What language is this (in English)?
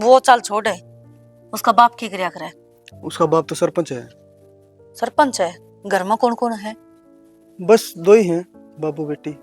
Haryanvi